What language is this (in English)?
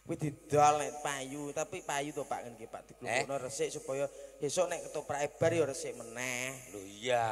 Javanese